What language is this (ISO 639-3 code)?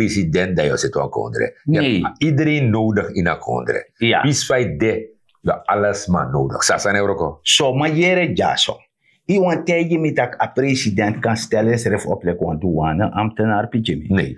srn